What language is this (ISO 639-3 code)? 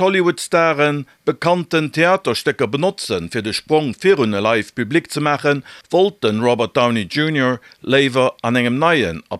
ltz